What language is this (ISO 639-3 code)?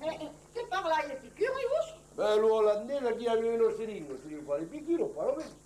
oci